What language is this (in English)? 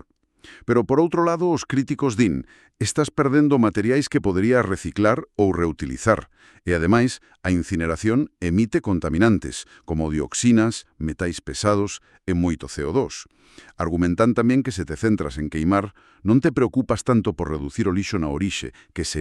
Galician